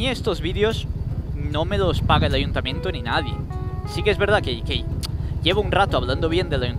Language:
Spanish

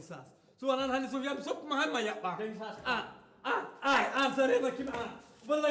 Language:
Fula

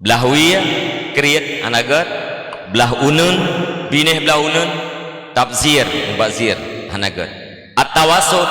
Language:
Achinese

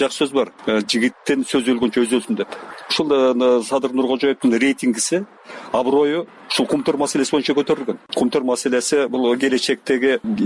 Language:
Kyrgyz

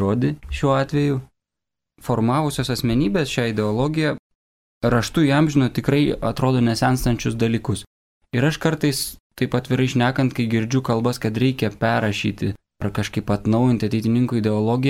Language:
Lithuanian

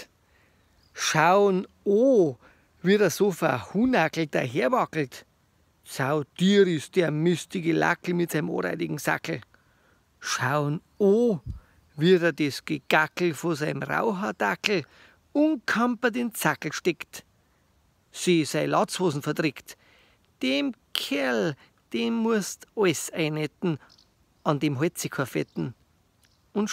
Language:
Bavarian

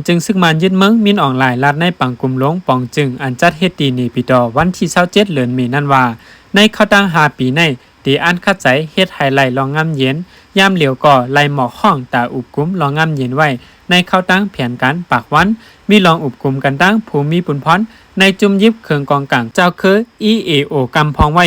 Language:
Shan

